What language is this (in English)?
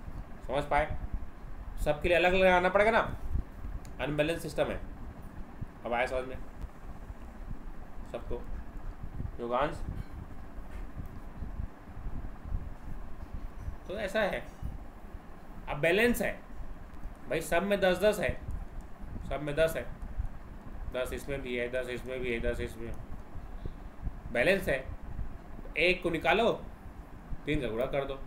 Hindi